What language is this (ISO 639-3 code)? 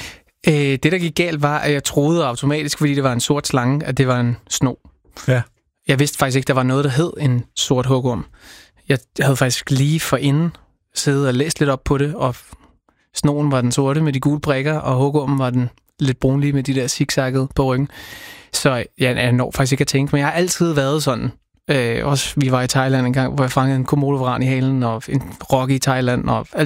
dan